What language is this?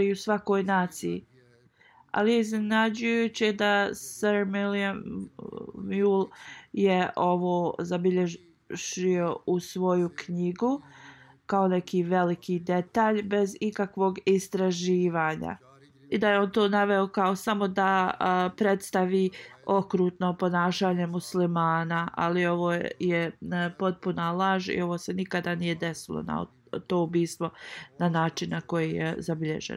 Bosnian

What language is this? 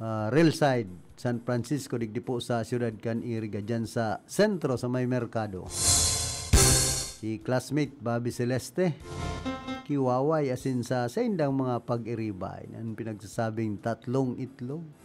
Bikol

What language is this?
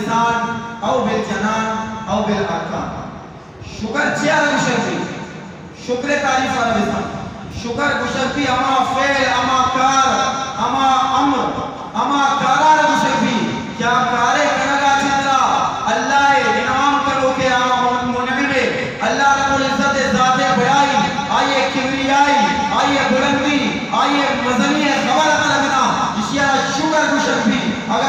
Eastern Balochi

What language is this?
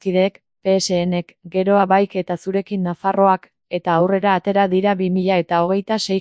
Basque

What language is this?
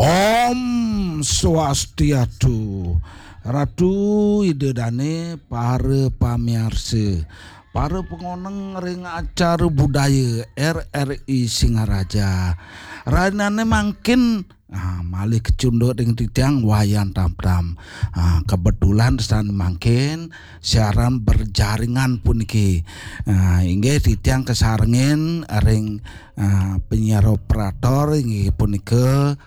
Balinese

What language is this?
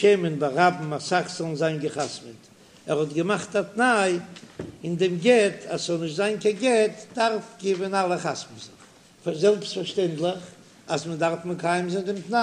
Yiddish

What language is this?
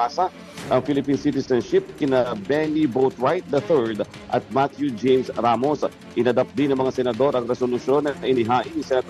Filipino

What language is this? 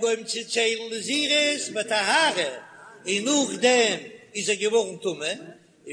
Yiddish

